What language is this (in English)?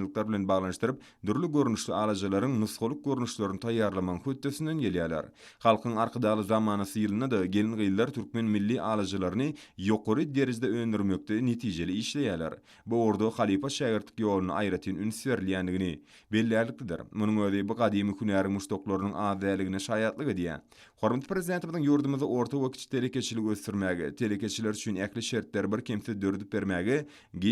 Turkmen